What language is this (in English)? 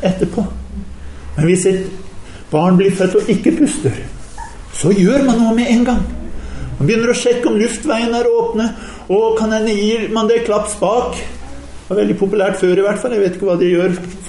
Norwegian